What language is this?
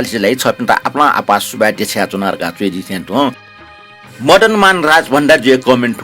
Newari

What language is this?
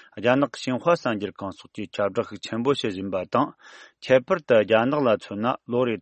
Tibetan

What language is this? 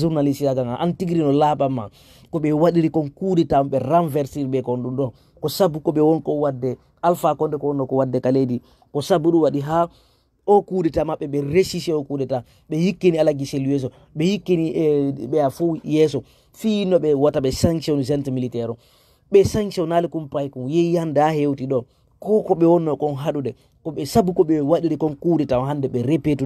Fula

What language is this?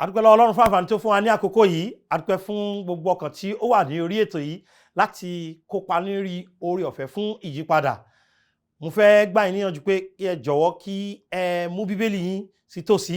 Yoruba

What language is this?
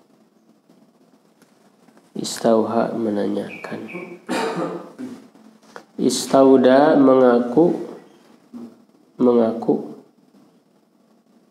Indonesian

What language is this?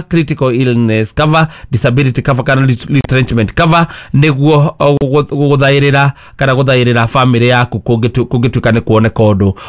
Kikuyu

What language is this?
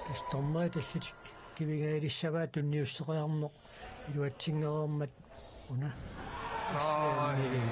Kalaallisut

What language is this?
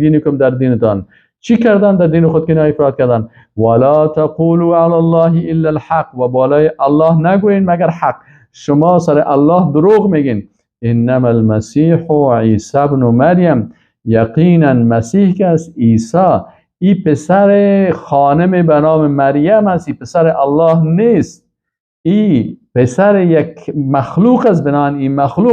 Persian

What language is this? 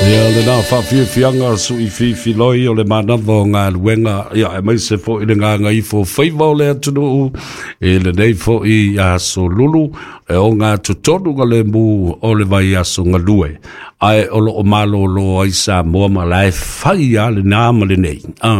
Samoan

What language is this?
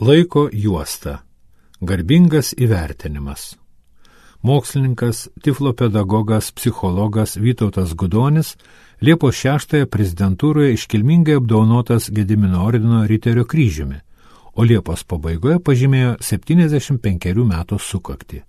Lithuanian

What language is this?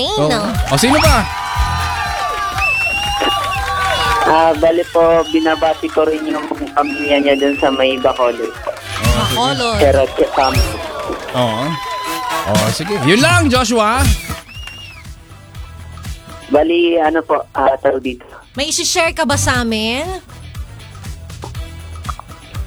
Filipino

